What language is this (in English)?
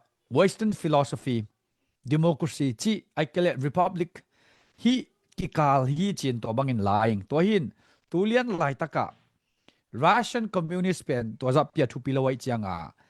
Tedim Chin